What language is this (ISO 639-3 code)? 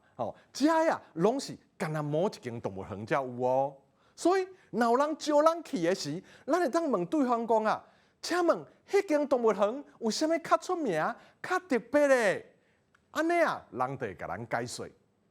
nan